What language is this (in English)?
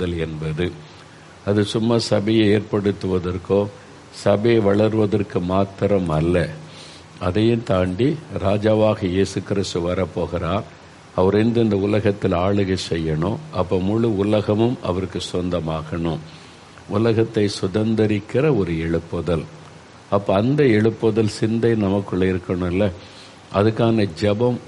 Tamil